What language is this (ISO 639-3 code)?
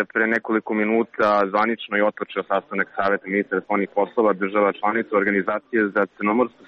srp